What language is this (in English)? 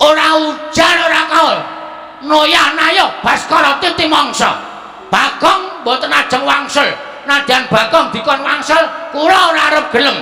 Javanese